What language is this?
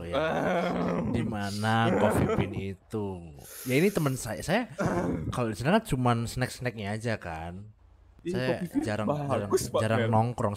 Indonesian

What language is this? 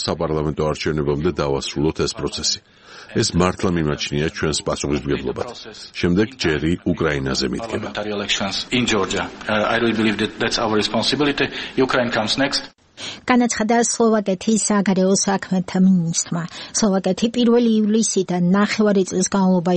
Georgian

